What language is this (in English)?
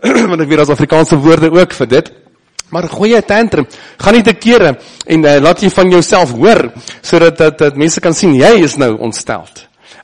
Afrikaans